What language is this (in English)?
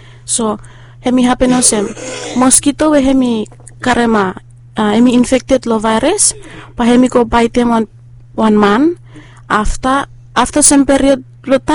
Bislama